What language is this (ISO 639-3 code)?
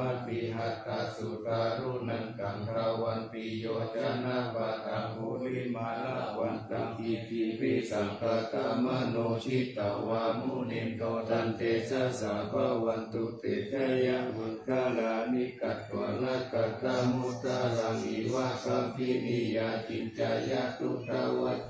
pli